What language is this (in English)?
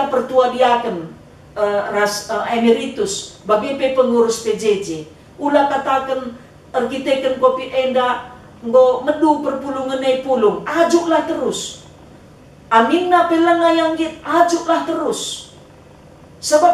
Batak Karo